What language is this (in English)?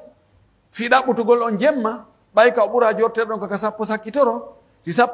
Pular